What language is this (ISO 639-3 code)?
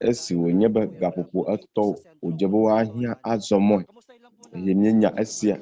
ewe